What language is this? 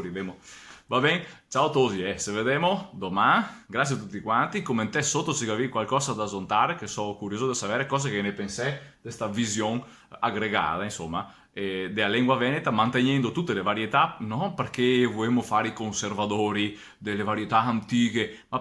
Venetian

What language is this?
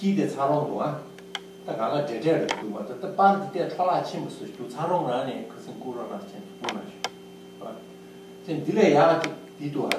Tibetan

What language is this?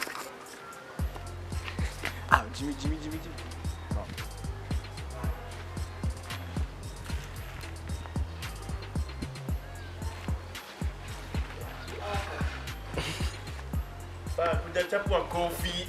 Swahili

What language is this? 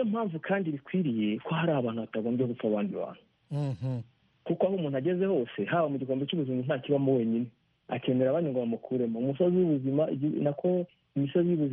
Kinyarwanda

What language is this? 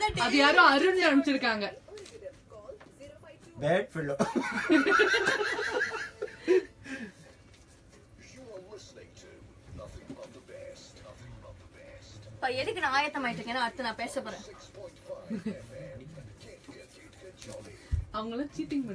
Tamil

